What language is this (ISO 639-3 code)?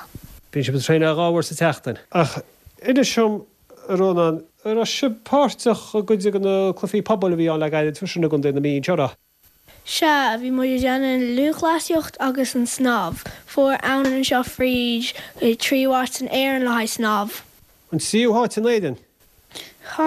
gle